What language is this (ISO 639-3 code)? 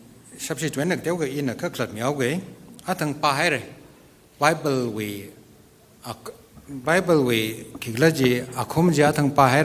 nmf